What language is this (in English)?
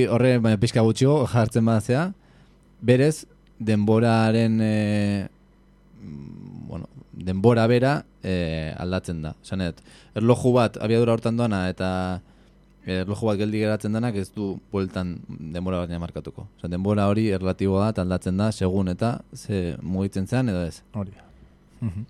Basque